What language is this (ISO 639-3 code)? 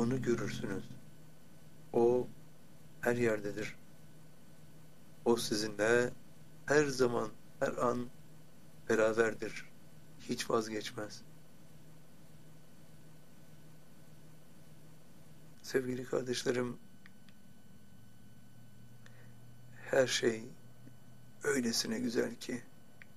tur